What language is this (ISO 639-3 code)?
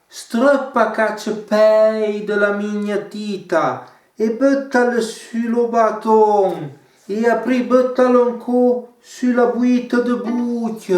frp